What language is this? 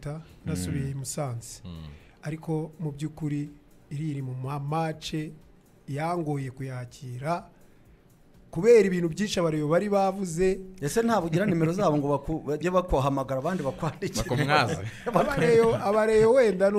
Kinyarwanda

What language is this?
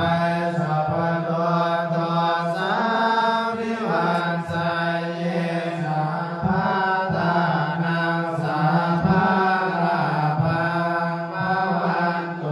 Pali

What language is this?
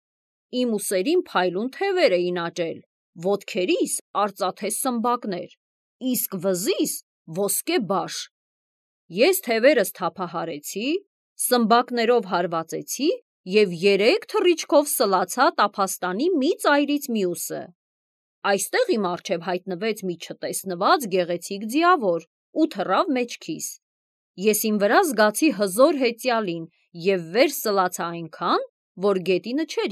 Armenian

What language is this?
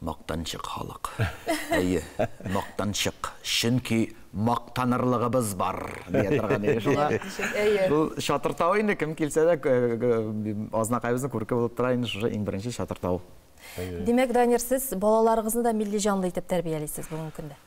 Tatar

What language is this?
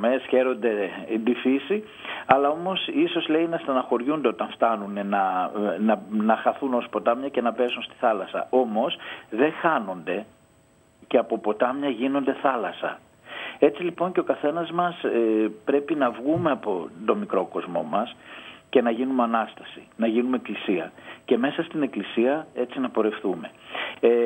Greek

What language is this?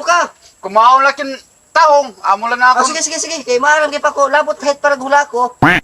Waray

